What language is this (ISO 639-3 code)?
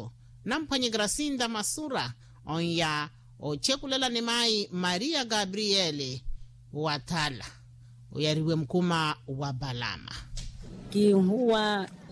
vmw